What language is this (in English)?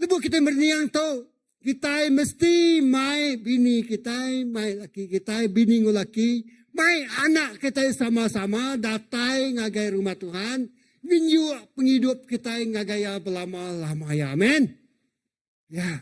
Iban